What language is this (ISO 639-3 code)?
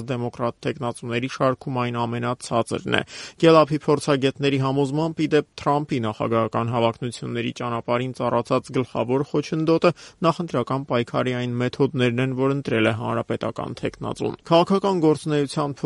hye